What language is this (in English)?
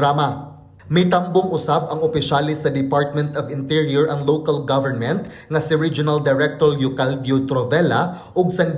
Cebuano